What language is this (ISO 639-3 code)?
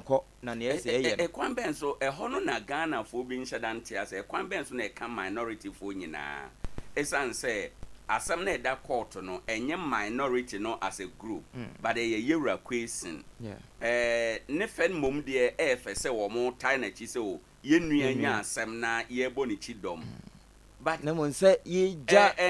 aka